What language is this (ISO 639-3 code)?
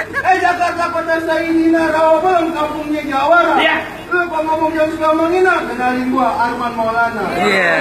bew